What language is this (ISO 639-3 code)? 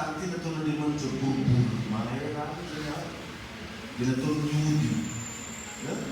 mlg